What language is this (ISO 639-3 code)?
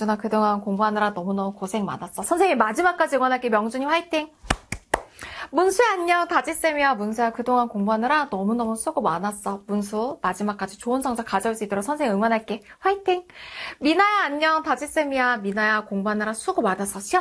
kor